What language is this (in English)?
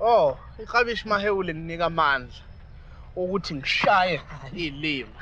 Zulu